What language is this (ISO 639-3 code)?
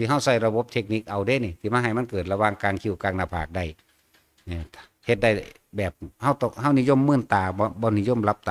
tts